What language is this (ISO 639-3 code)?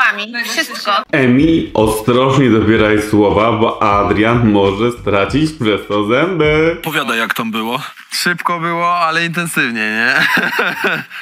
pol